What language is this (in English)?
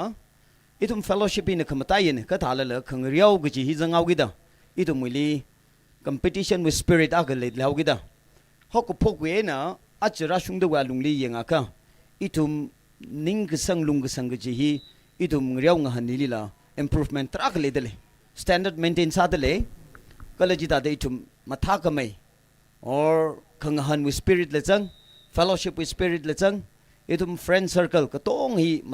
Tangkhul Naga (India)